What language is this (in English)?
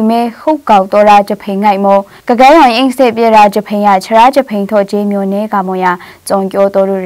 Maru